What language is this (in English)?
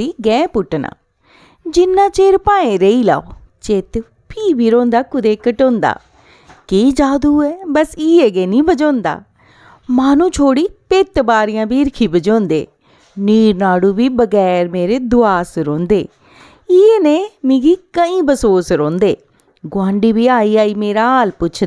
Dogri